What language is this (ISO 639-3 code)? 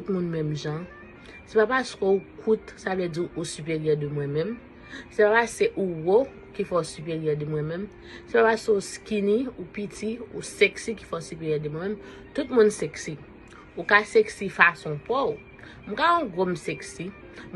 hat